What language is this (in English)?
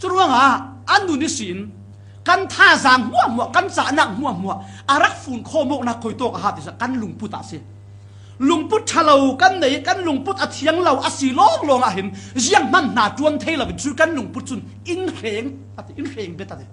Falam Chin